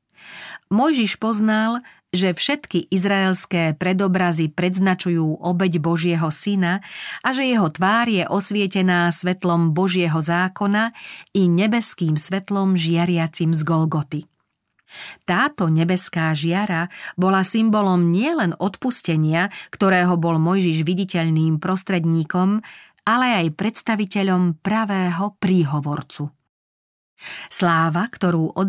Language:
Slovak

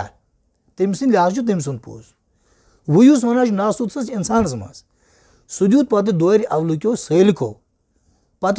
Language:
Kashmiri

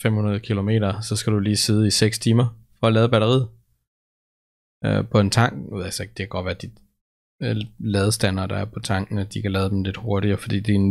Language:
Danish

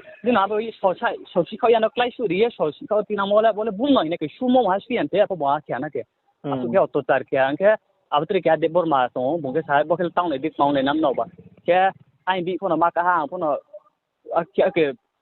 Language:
Riang (India)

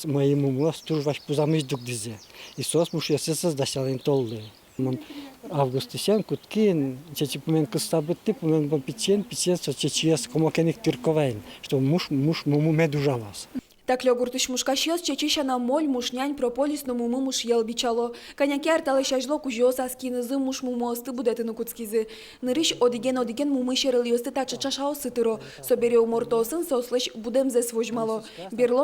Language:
Udmurt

